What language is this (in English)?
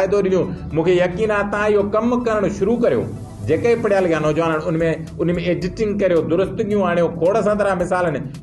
Sindhi